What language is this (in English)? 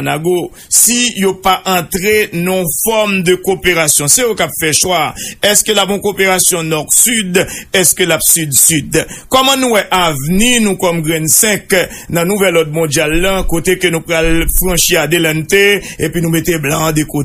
Haitian Creole